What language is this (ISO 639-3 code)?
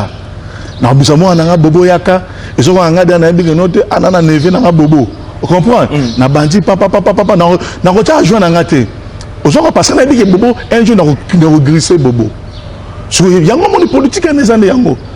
lin